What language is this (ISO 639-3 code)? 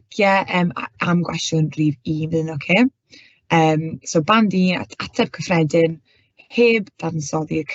cym